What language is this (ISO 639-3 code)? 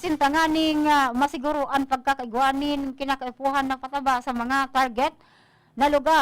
bik